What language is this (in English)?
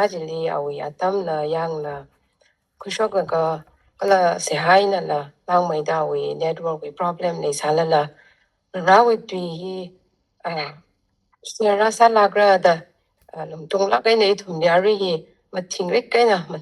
Tangkhul Naga (India)